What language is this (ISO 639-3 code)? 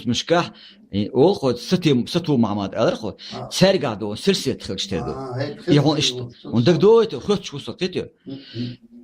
che